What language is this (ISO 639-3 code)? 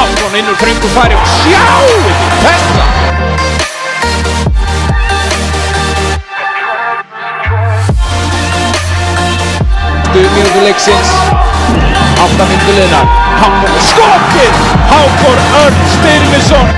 isl